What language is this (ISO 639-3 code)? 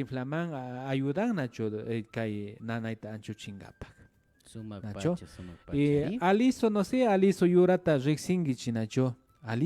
qvi